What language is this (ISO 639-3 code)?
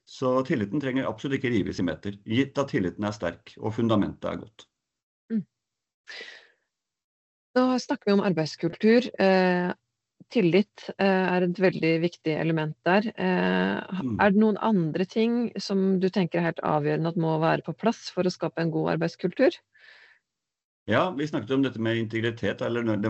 nor